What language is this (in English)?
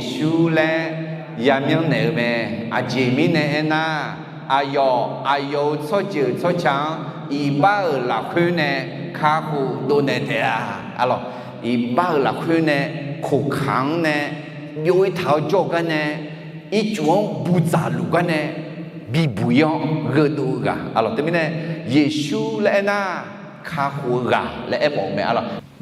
Akha